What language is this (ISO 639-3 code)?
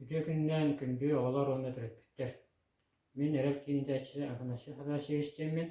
sah